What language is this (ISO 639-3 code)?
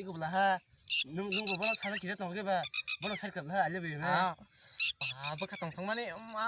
trp